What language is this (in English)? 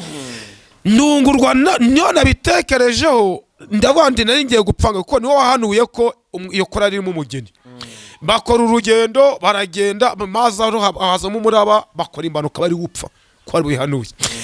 Kinyarwanda